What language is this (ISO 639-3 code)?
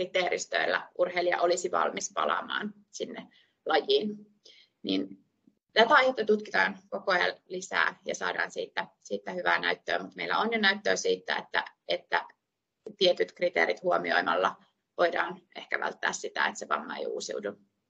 fin